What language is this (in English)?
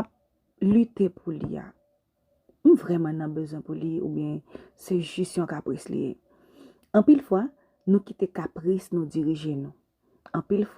Haitian Creole